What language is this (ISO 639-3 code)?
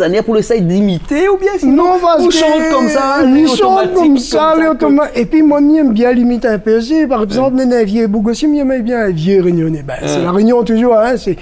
rcf